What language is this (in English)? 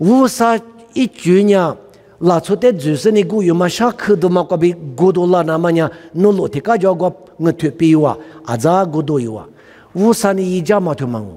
Lisu